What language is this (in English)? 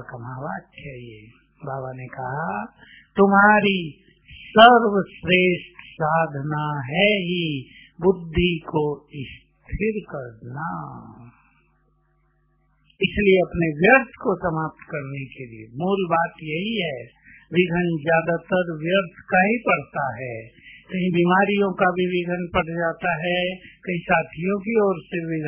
Hindi